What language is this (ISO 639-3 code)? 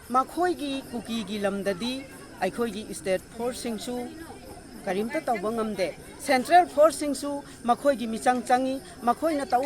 mni